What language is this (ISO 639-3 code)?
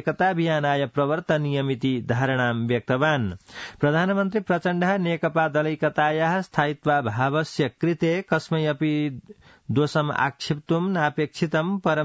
san